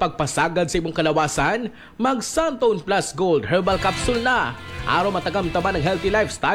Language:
Cebuano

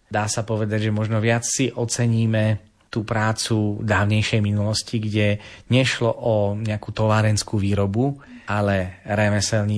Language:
Slovak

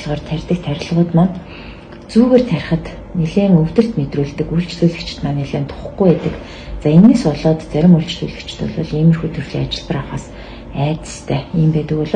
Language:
Mongolian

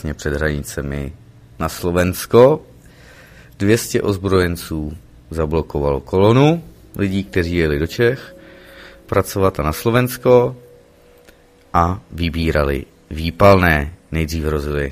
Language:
Czech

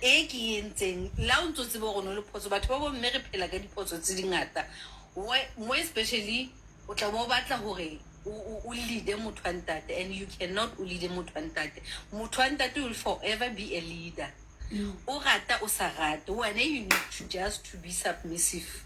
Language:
Southern Sotho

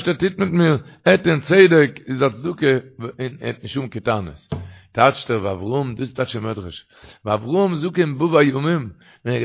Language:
Yiddish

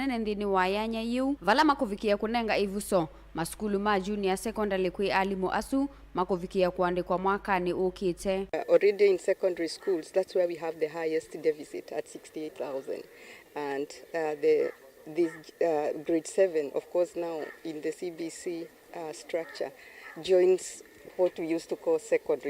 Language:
Kamba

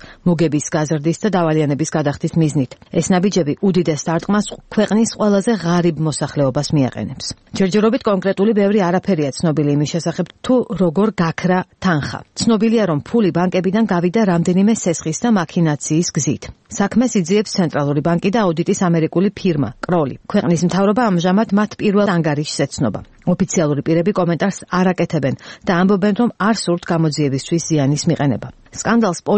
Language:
Georgian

